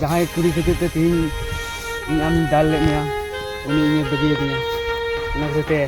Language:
Santali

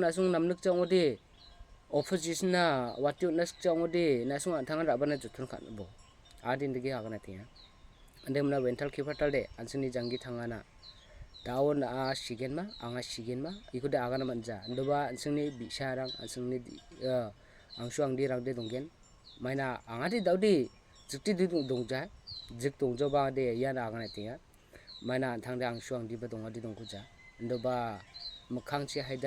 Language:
Garo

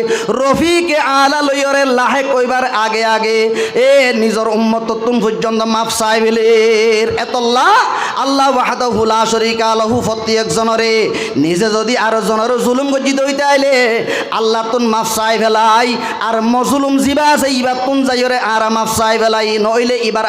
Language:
Rohingya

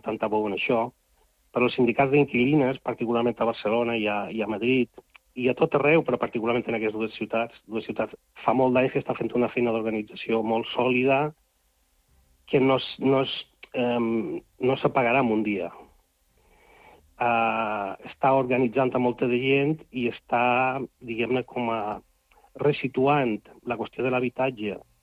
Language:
Catalan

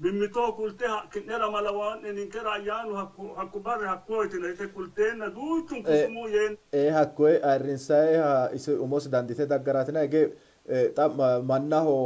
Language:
Sidamo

